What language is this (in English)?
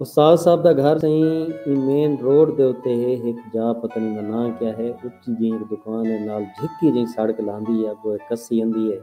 Saraiki